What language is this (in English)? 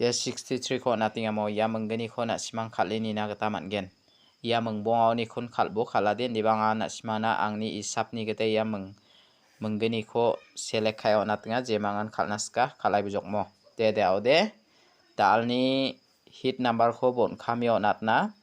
Garo